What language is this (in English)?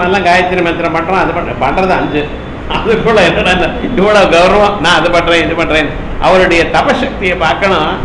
Tamil